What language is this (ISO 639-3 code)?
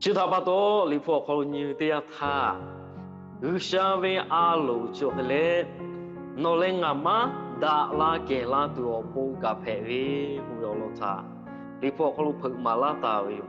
lhu